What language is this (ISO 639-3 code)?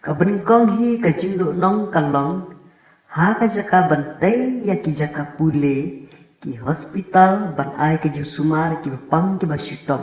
kha